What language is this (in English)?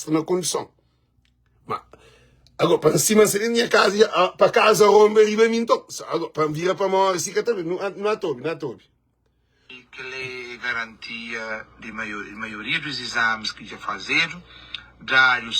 Kabuverdianu